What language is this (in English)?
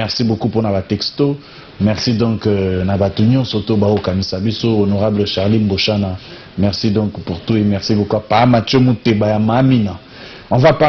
Lingala